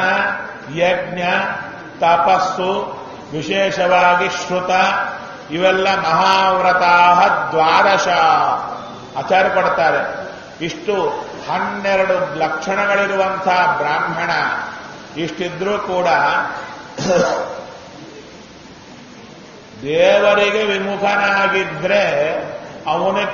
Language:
Kannada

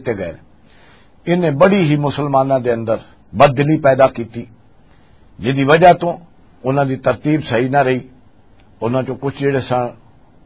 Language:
Western Panjabi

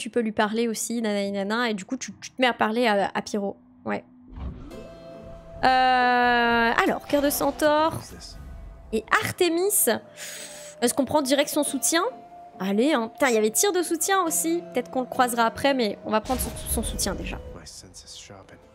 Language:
French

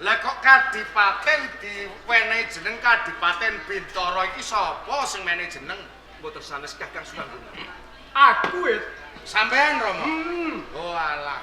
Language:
Javanese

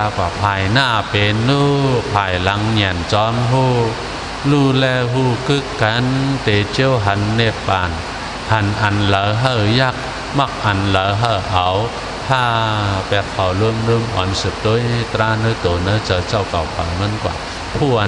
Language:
Shan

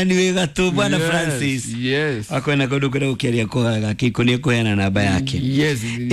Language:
Kikuyu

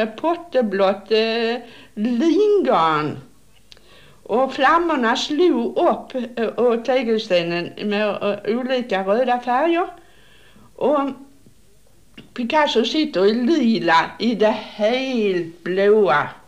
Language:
Swedish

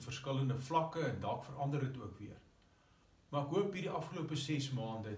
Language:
Afrikaans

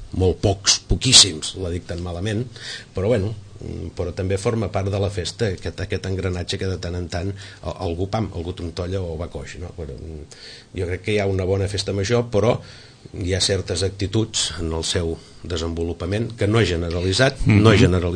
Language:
Catalan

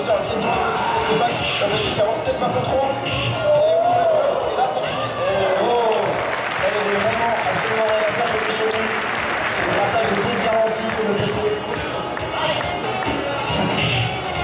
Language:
French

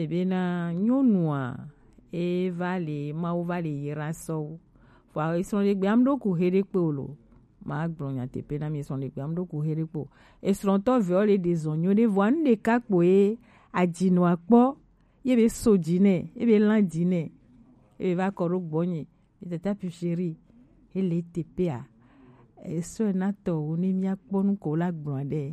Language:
Gen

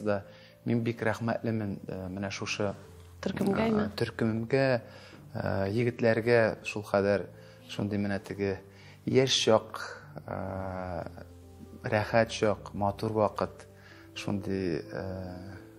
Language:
Tatar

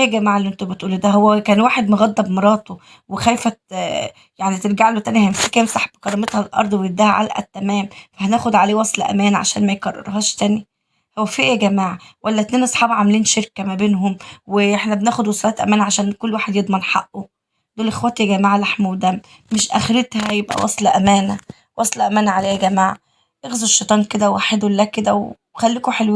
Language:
Egyptian Arabic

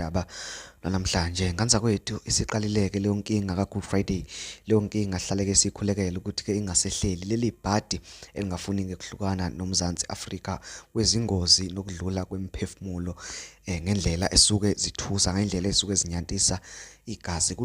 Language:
Zulu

